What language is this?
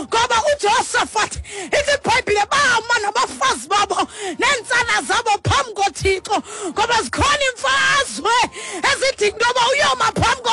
Xhosa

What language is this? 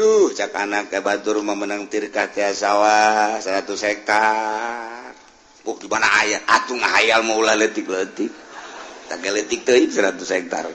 Sundanese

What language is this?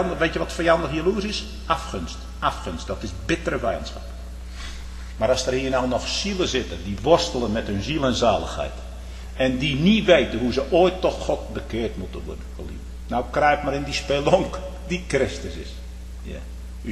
Dutch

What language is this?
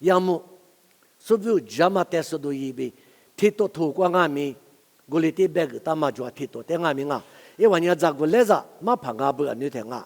Lisu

